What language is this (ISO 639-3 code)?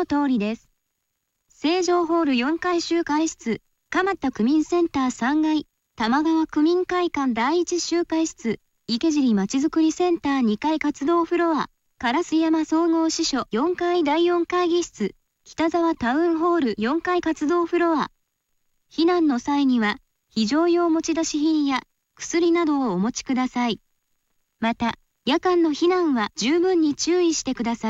jpn